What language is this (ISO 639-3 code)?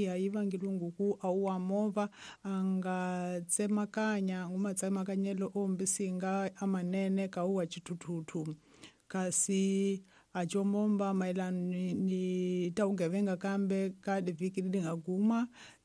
tso